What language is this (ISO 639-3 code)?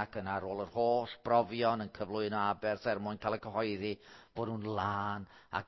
cym